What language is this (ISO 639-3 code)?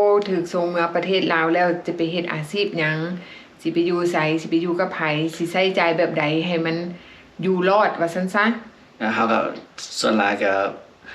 lao